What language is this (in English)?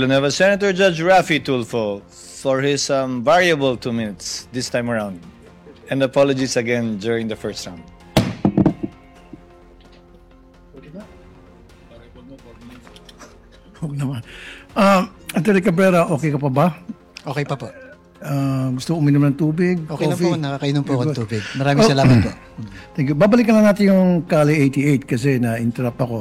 Filipino